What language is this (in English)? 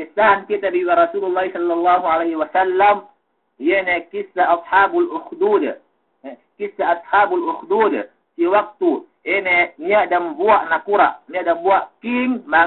Yakan